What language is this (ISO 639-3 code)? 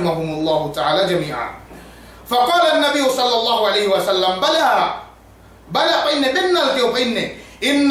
yka